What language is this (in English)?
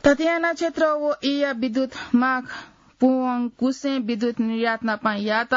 Newari